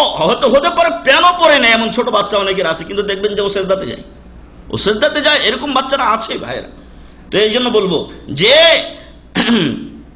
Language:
Bangla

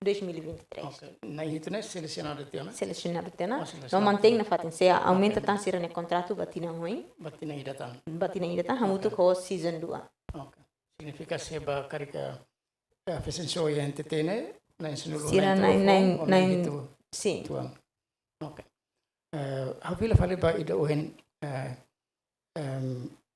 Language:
Tetum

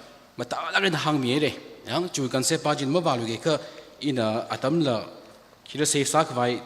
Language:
Tangkhul Naga (India)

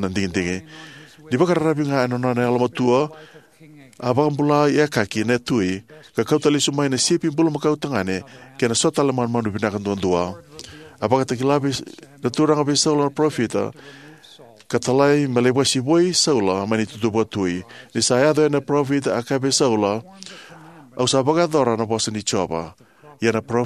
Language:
Fijian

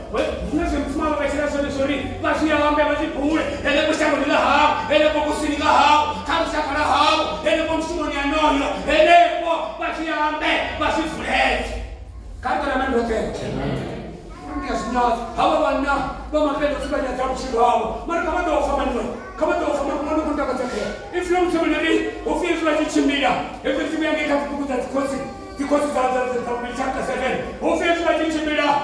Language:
Venda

